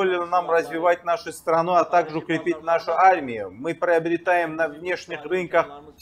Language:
Russian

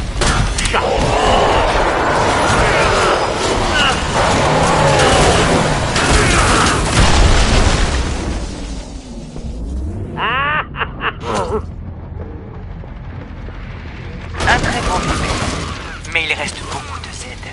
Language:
French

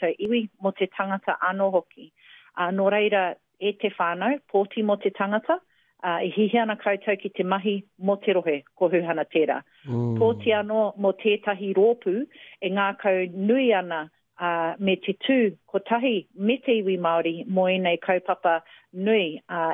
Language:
Māori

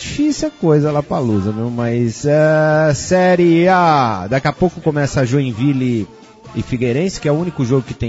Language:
Portuguese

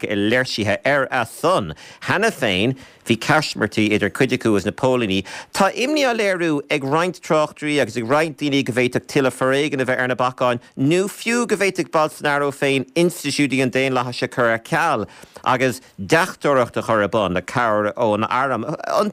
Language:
Irish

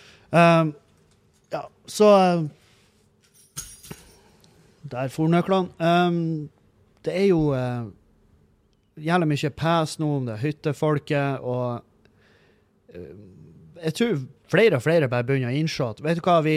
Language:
Norwegian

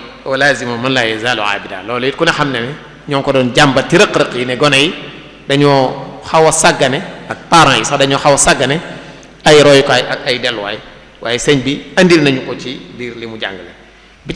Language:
Wolof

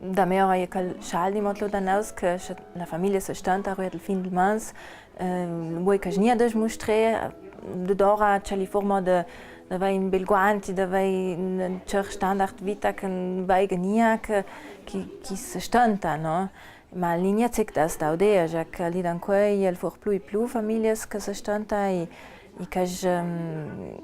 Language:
Ladin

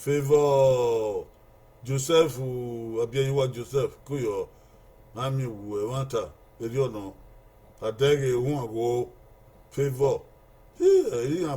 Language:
Bini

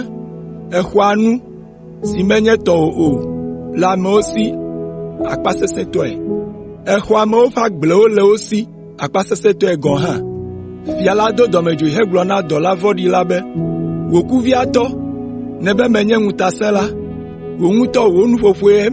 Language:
Ewe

